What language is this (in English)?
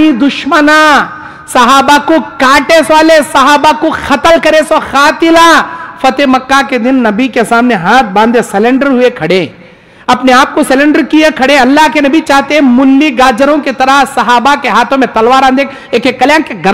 Urdu